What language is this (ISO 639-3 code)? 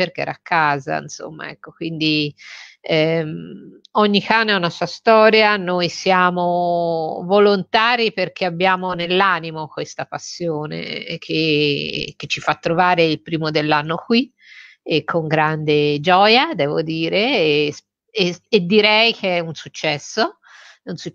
ita